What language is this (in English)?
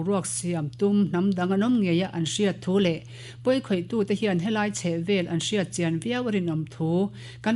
Mizo